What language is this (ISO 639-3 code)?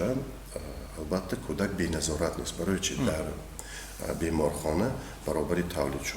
tgk